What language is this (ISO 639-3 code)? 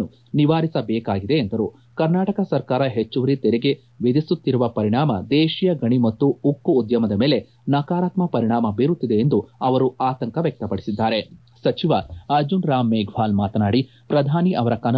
kan